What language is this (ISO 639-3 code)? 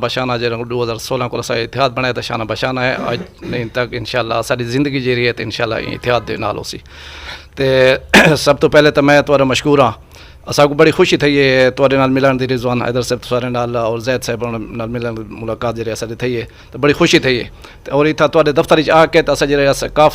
skr